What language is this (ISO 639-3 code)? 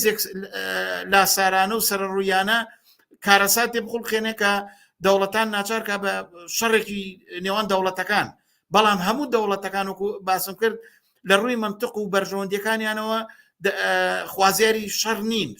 ckb